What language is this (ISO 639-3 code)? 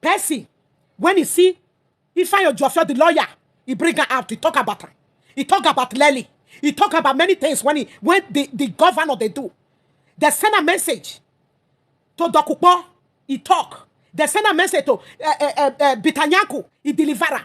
pcm